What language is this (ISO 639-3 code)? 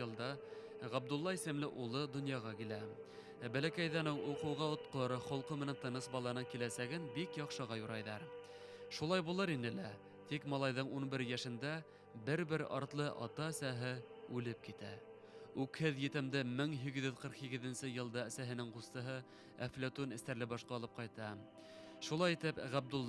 bak